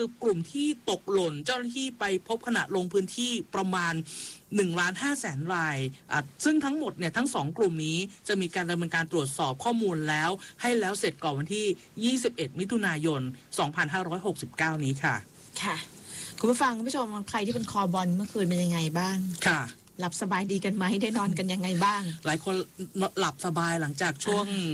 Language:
Thai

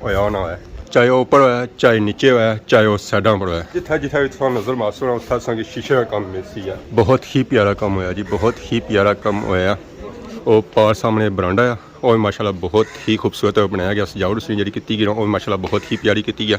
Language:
Pahari-Potwari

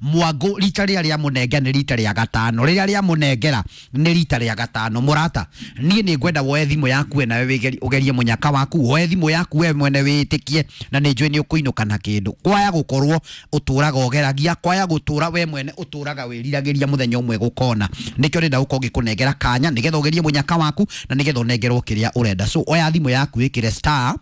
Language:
Kikuyu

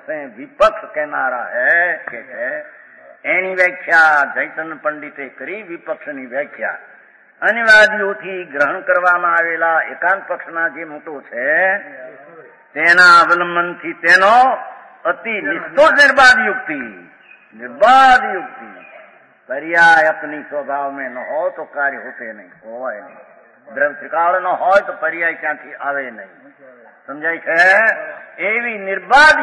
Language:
Gujarati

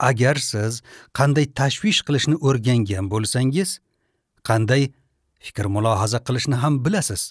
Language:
Uzbek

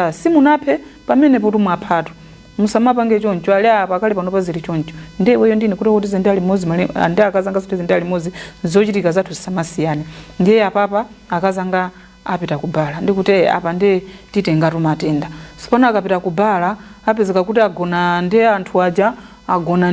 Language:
Nyanja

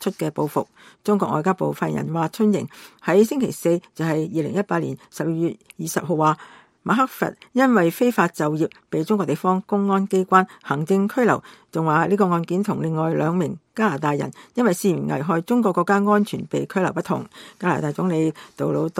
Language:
Cantonese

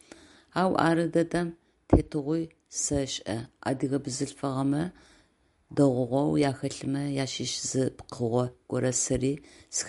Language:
Adyghe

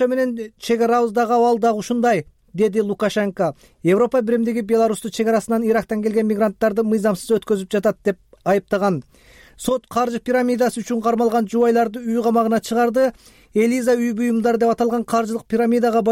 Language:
Kyrgyz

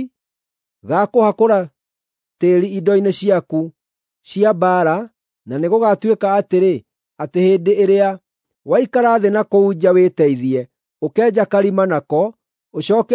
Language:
Kikuyu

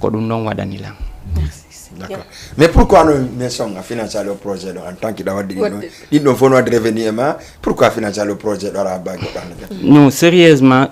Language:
Fula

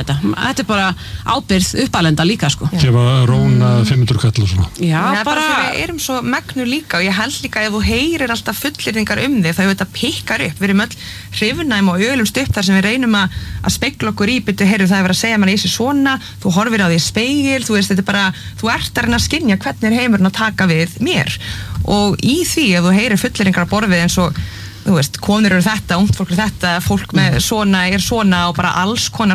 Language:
Icelandic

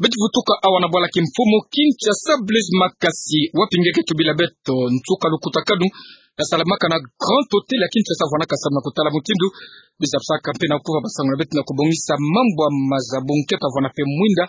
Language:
Kituba (Democratic Republic of Congo)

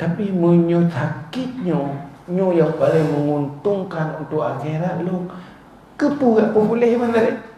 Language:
Achinese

